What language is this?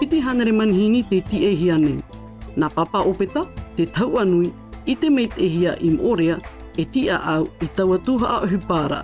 Tahitian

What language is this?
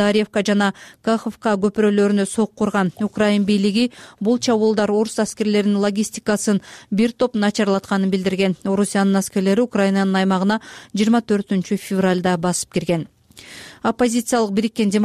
Kyrgyz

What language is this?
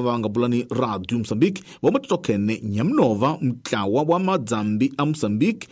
Tsonga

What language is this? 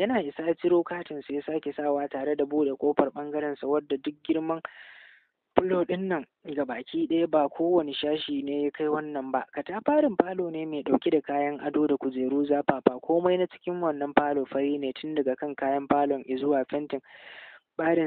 Hausa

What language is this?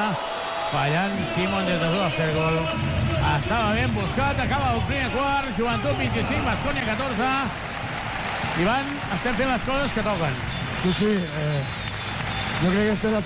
Catalan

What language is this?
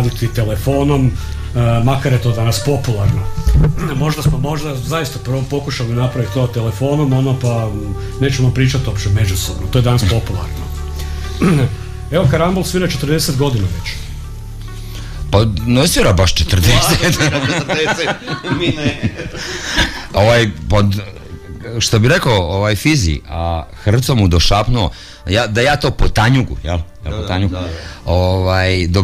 Croatian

